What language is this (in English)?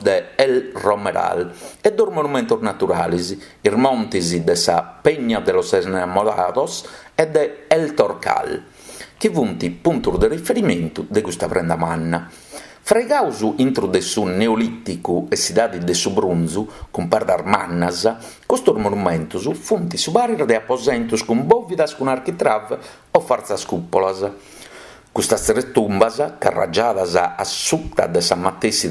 Sardinian